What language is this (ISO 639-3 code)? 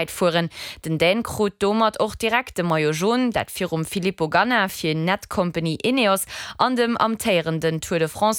ltz